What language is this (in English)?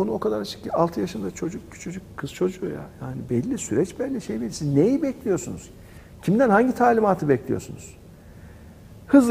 Turkish